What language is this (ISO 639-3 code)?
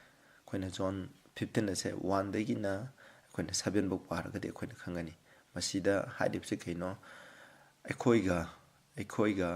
mni